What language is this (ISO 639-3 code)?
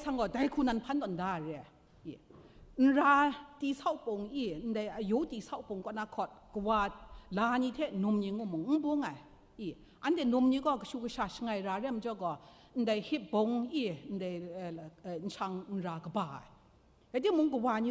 kac